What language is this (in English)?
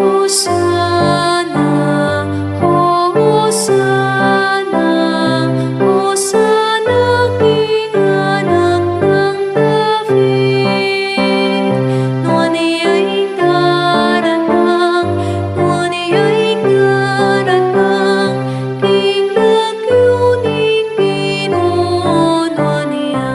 Pampanga